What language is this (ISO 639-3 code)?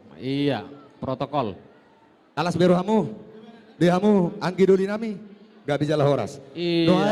bbc